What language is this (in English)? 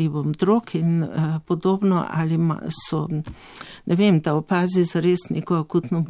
Slovenian